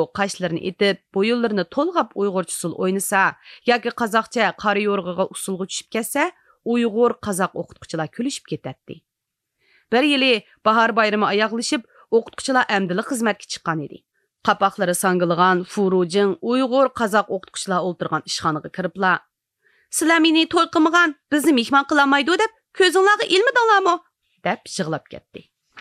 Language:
Uyghur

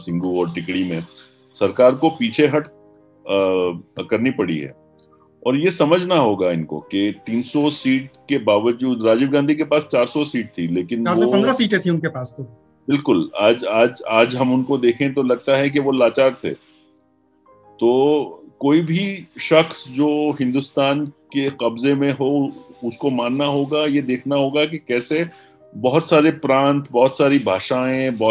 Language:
Hindi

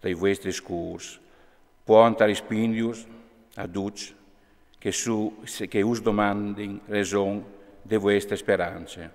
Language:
Friulian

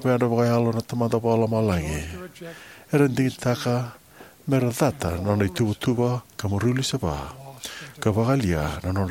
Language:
Fijian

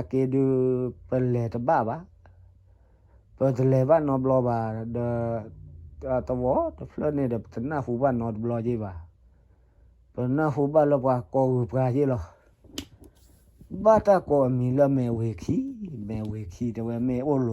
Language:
S'gaw Karen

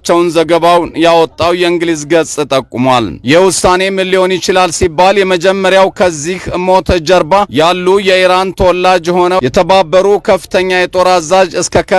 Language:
Amharic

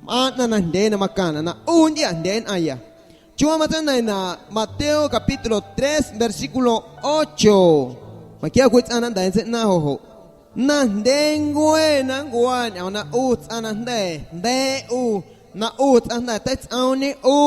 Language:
Guerrero Amuzgo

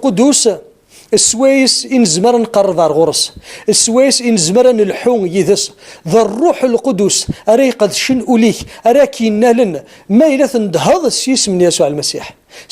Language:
Kabyle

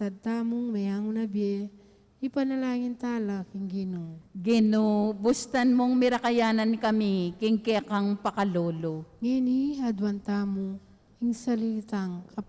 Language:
Pampanga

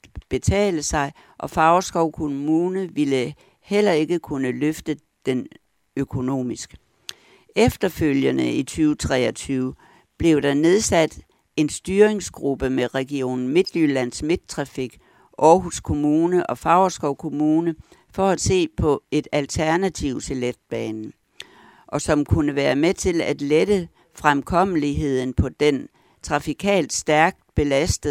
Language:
Danish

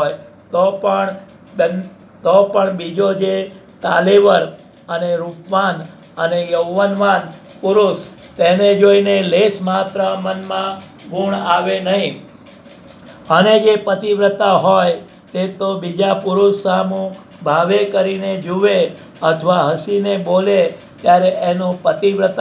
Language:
Gujarati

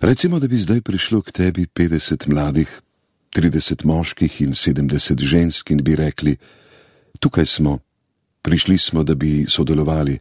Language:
Slovenian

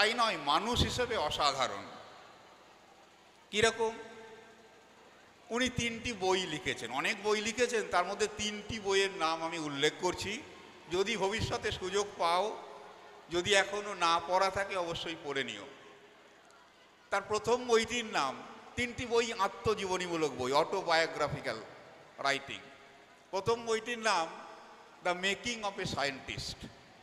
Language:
Bangla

